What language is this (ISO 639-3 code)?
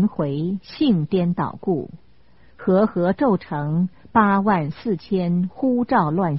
zho